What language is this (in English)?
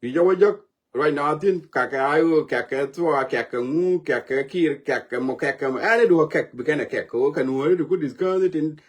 Nuer